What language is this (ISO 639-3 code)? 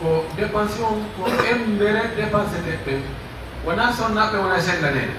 fuf